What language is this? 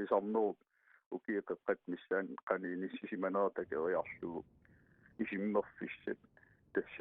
Kalaallisut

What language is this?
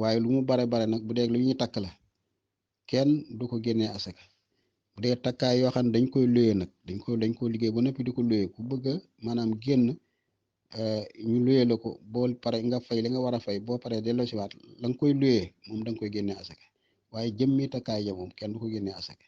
Wolof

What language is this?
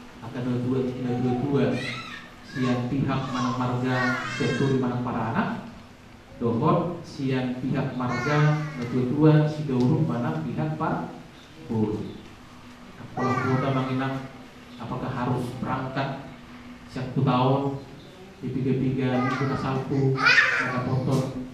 Batak Toba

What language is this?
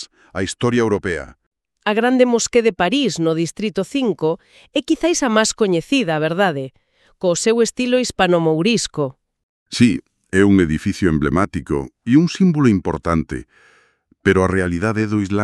Galician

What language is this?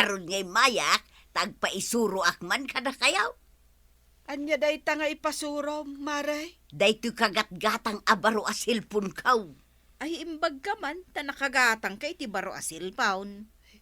Iloko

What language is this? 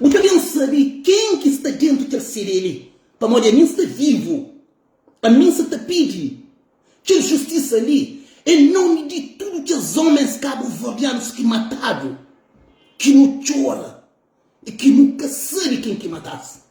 Kabuverdianu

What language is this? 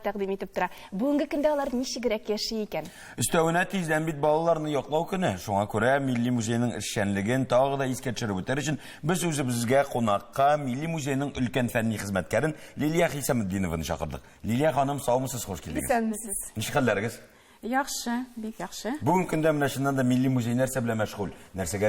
Tatar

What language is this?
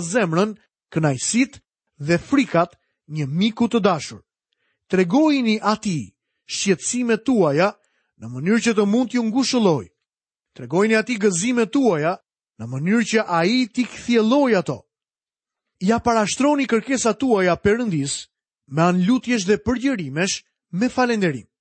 Albanian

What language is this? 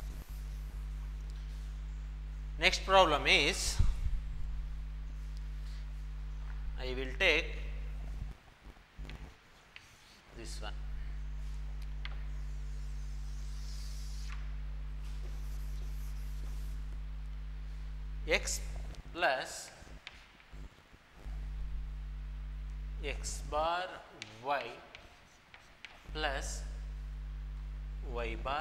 Kannada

